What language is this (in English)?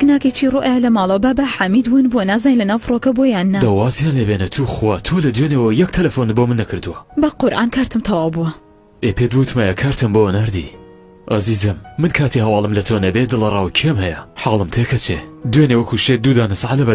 Central Kurdish